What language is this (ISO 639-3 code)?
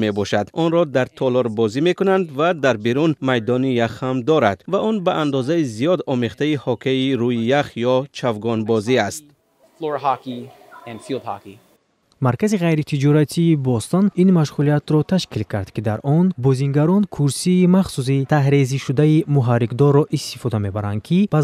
tgk